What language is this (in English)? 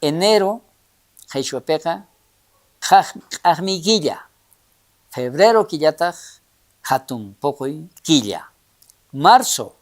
South Bolivian Quechua